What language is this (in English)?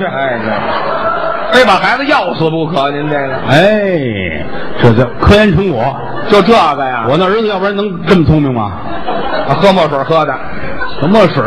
Chinese